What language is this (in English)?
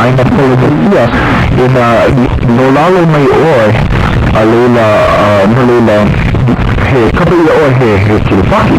Hawaiian